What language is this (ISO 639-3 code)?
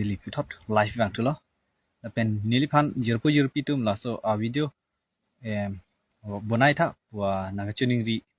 mjw